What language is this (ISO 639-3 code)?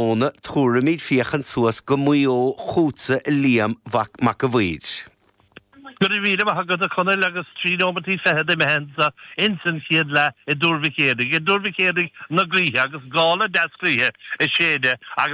gle